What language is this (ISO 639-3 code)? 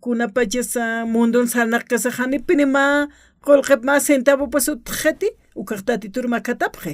aym